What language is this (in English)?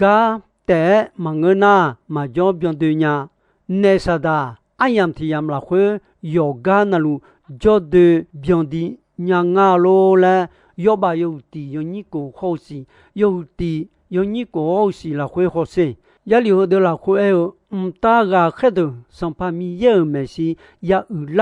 Akha